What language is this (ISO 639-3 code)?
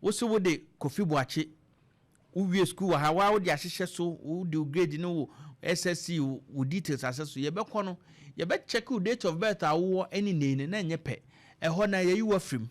aka